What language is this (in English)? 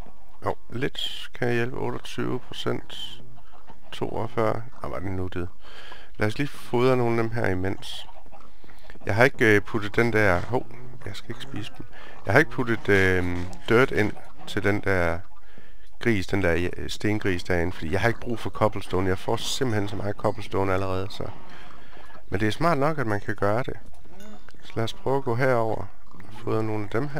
Danish